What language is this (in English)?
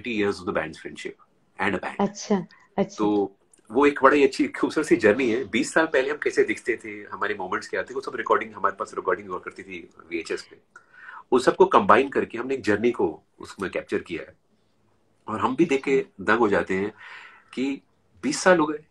Hindi